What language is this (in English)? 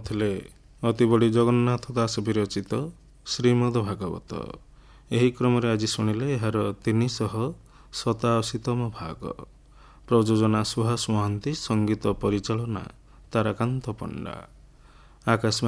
Odia